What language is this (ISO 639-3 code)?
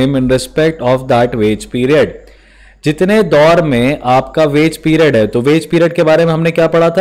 hin